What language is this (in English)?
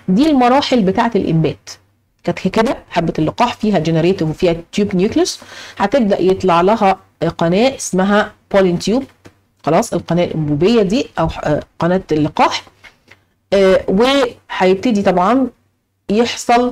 Egyptian Arabic